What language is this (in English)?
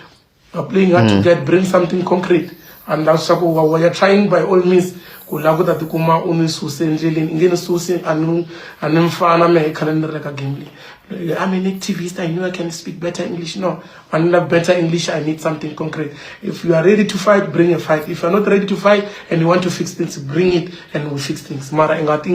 Tsonga